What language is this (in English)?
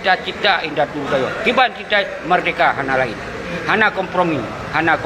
Achinese